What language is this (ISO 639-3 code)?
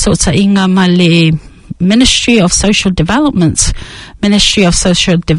smo